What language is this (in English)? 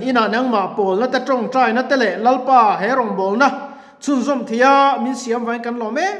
Mizo